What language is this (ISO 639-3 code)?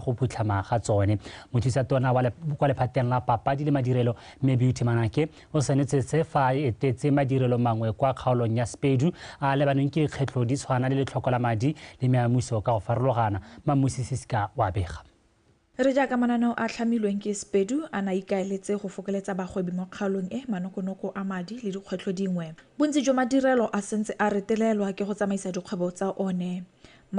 tsn